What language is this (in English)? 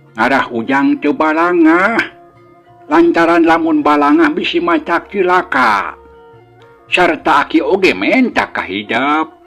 Sundanese